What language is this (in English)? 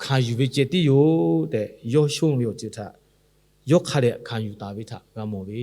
Lahu